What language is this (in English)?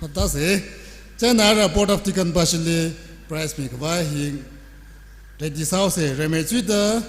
Tangkhul Naga (India)